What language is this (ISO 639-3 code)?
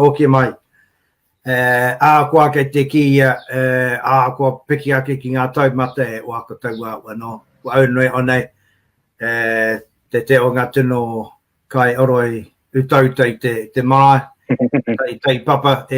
mri